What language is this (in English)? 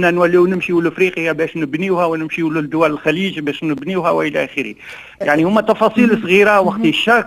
Tunisian Arabic